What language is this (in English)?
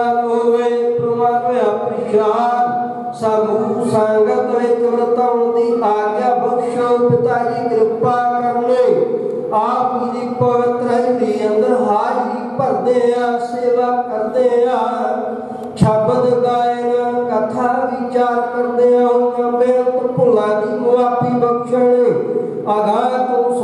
Punjabi